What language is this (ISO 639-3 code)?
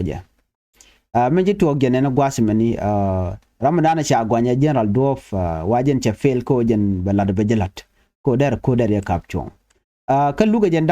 nus